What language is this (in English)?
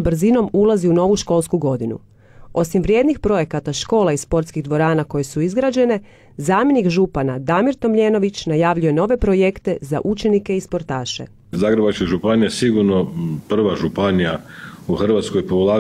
Croatian